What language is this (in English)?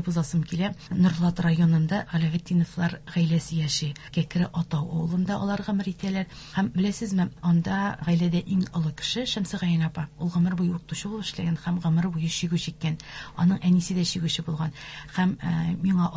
Tatar